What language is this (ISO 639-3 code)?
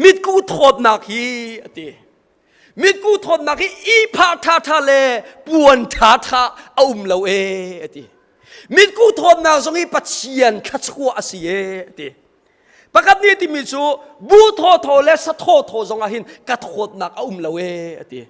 cnh